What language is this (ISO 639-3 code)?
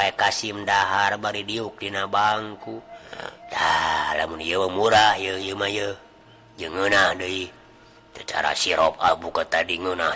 sun